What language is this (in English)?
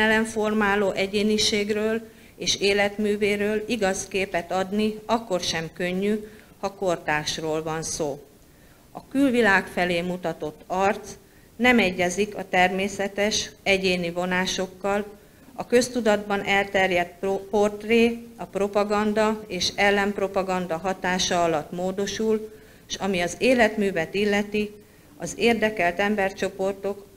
Hungarian